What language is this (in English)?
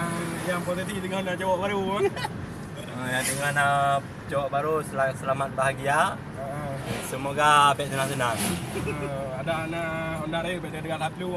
Achinese